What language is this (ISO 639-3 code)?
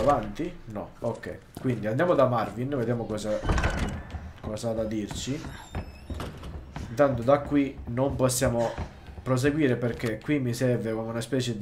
ita